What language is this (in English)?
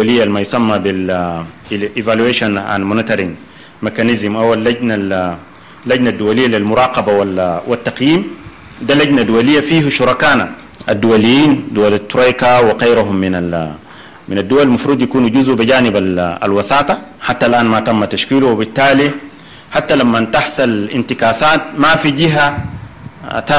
Sudanese Arabic